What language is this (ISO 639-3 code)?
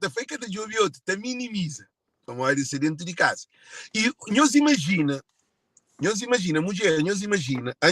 kea